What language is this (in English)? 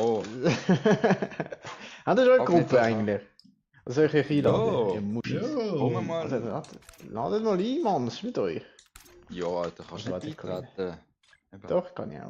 Swiss German